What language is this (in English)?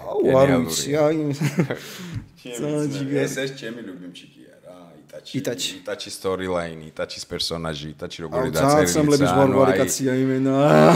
Georgian